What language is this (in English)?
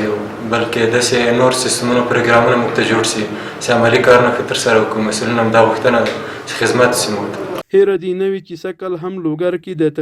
Pashto